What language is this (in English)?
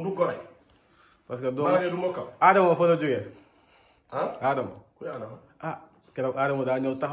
Wolof